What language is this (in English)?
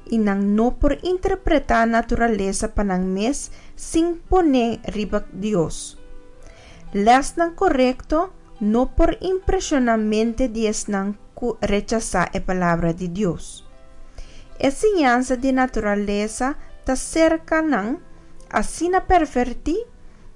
Papiamento